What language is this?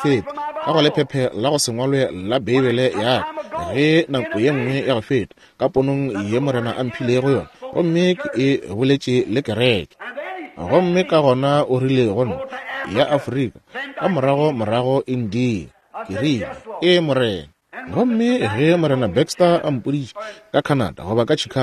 Northern Sotho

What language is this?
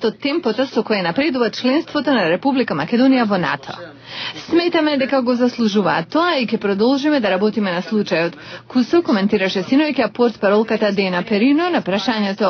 Macedonian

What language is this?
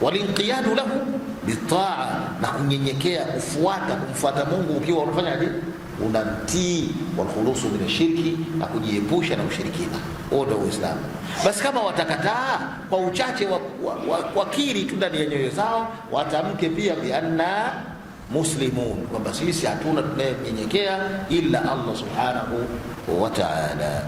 Swahili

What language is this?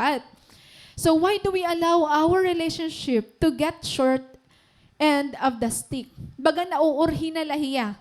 Waray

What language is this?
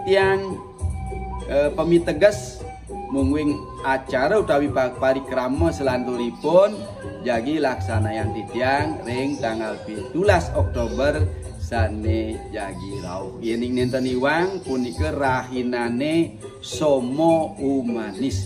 Balinese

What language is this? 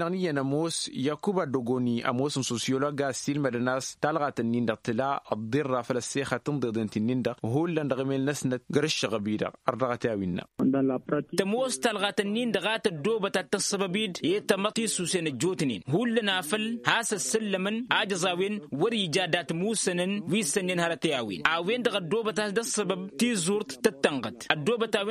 Tamasheq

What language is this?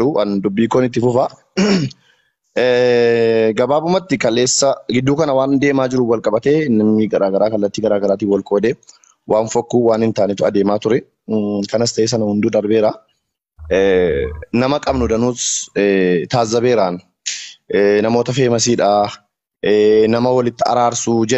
Oromo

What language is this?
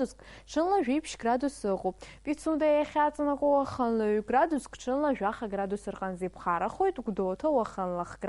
Abkhazian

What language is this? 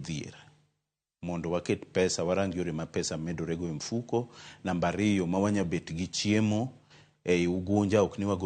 Luo (Kenya and Tanzania)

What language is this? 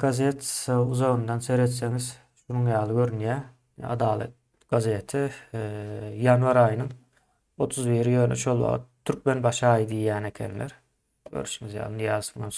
Turkmen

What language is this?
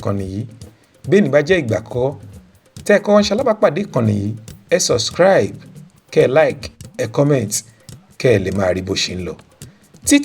Yoruba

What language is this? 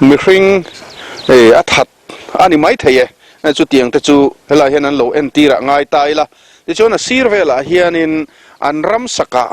Mizo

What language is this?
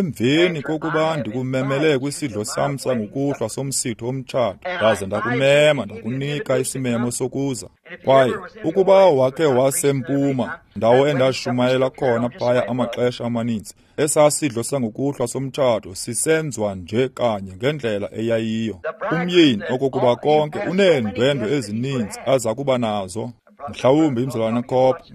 Xhosa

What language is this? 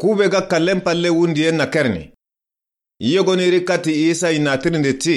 Soninke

